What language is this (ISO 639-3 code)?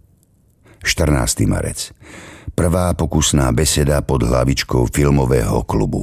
slk